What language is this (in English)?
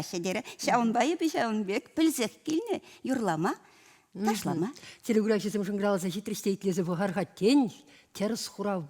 Chuvash